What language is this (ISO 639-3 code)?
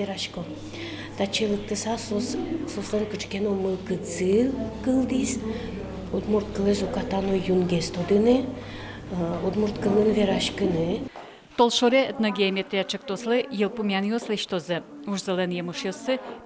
udm